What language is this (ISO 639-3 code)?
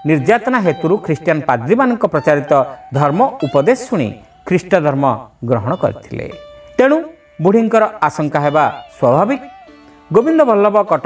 ori